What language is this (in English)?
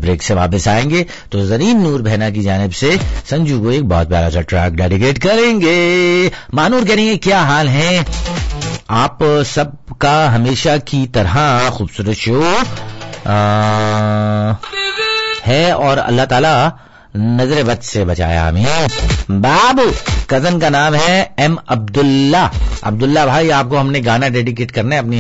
Urdu